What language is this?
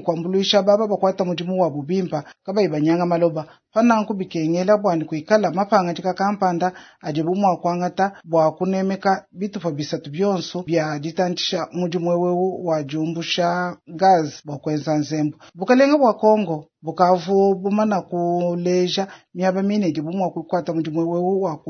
Luba-Lulua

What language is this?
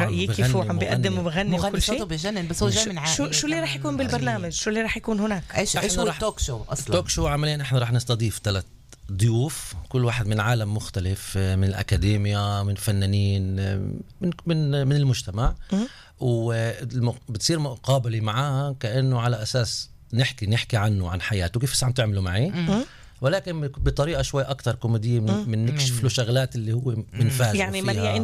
North Levantine Arabic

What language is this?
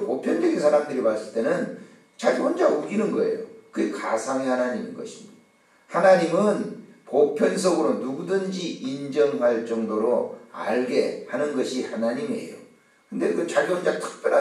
Korean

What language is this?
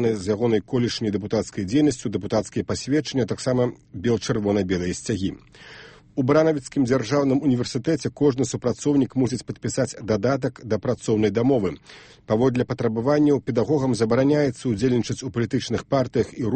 Belarusian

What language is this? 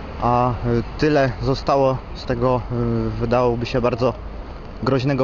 Polish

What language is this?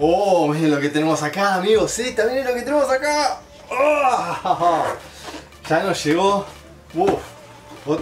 Spanish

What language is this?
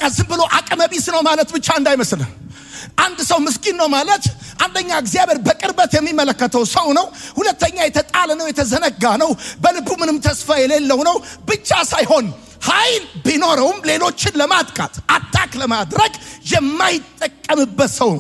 Amharic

